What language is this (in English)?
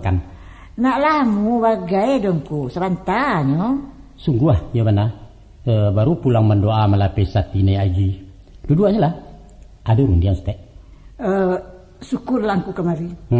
Minangkabau